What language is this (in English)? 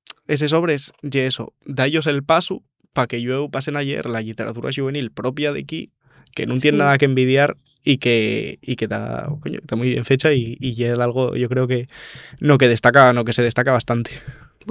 Asturian